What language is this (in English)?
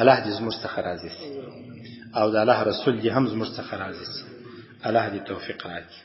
Pashto